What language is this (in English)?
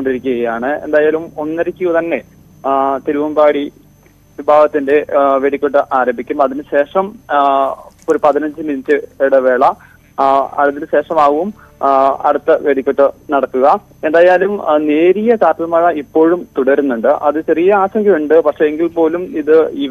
Malayalam